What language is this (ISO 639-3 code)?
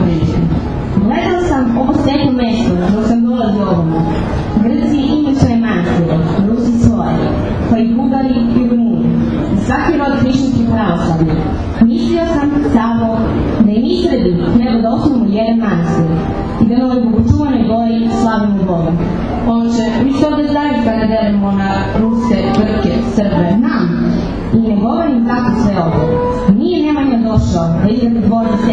srp